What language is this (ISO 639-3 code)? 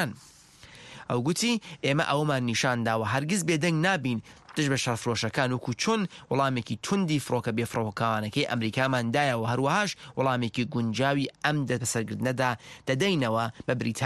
ckb